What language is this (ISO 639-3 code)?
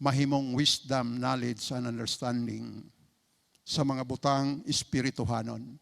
ceb